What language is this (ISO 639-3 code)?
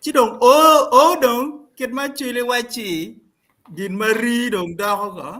ach